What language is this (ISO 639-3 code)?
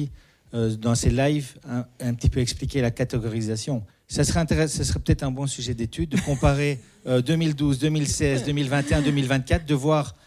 fra